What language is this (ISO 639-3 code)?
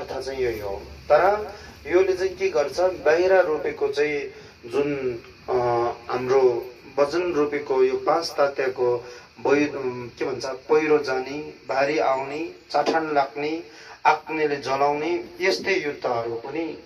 nep